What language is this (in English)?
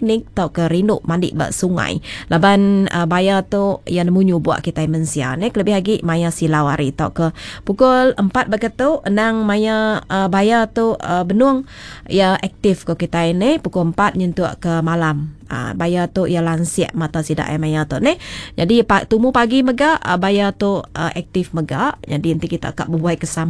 Iban